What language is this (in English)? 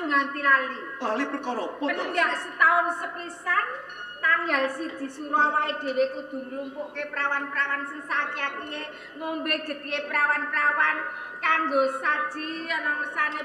Javanese